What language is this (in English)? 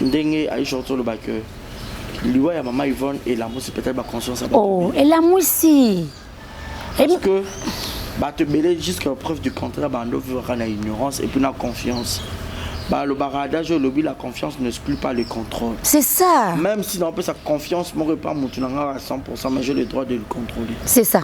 Lingala